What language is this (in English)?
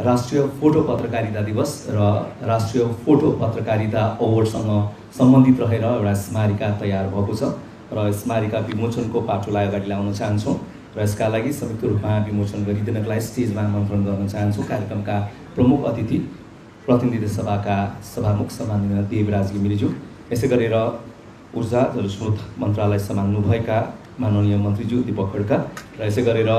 Nepali